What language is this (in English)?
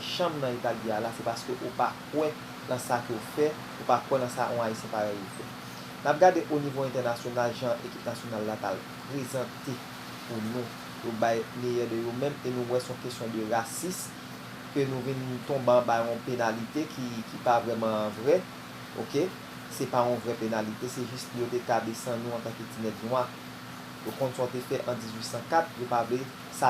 Haitian Creole